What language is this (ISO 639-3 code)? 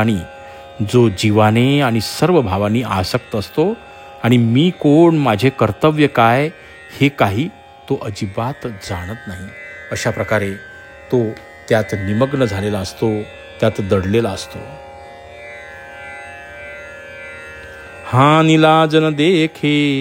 mar